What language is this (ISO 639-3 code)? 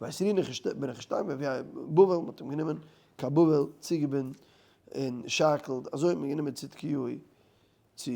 yid